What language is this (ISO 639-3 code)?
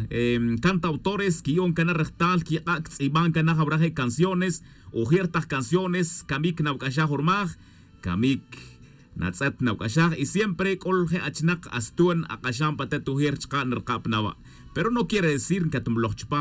tzj